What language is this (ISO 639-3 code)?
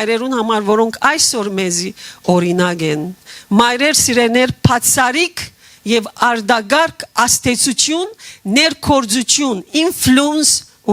hyw